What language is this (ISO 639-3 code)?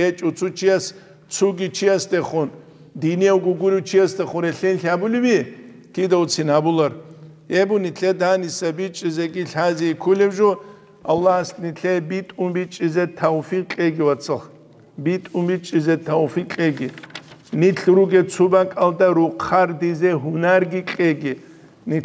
ava